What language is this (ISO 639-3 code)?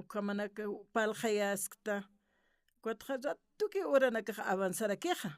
aym